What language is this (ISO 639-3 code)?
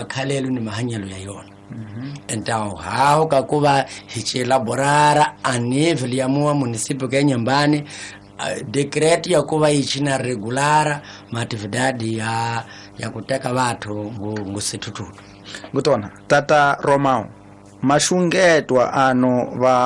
tso